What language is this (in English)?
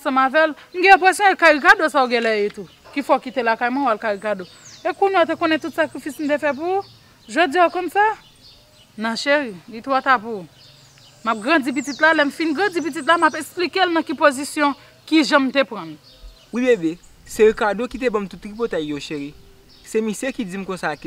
Haitian Creole